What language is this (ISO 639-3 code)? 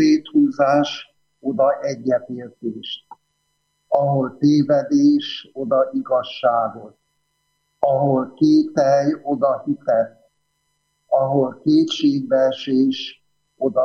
hun